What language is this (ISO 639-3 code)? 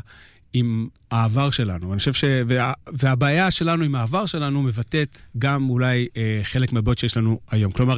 heb